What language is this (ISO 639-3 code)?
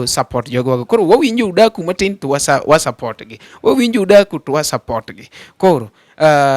luo